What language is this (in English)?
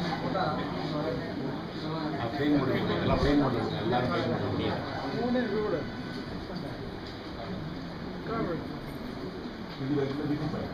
Tamil